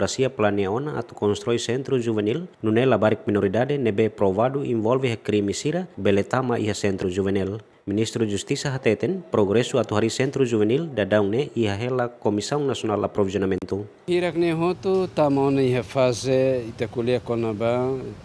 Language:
Tetum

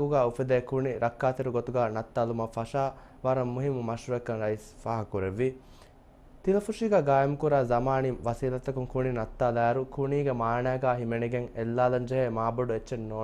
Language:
Divehi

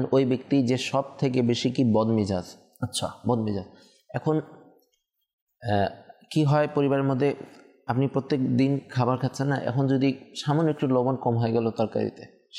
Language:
Bangla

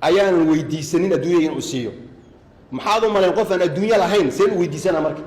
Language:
Somali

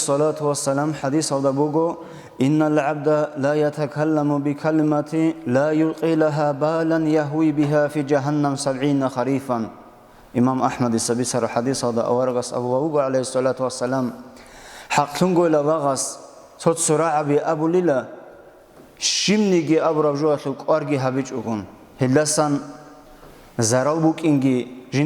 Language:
Avaric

